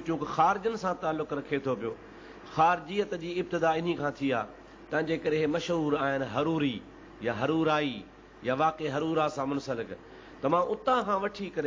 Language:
Sindhi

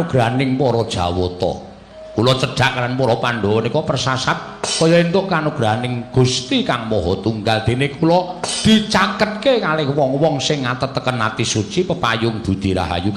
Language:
Javanese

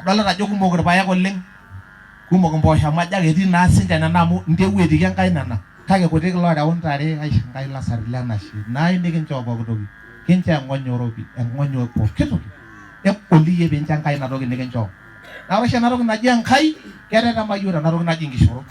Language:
Masai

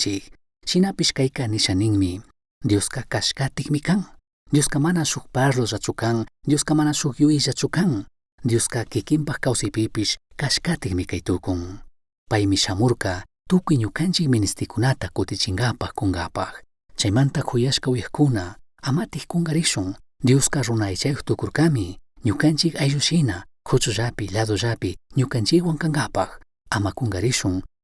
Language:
Chimborazo Highland Quichua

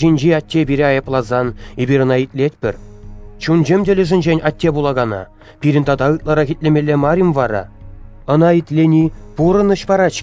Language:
Chuvash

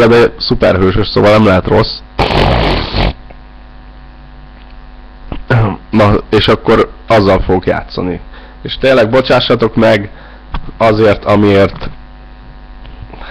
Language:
Hungarian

